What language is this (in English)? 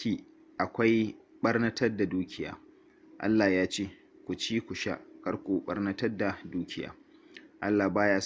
Hausa